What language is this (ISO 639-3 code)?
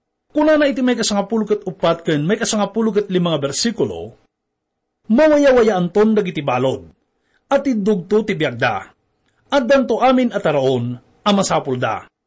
ilo